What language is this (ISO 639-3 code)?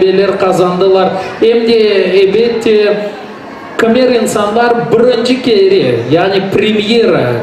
crh